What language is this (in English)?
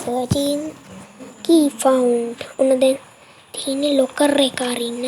Sinhala